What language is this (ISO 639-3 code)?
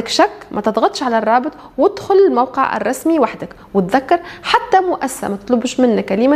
aeb